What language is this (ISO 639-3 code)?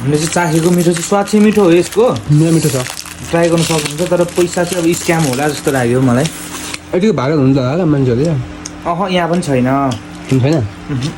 nep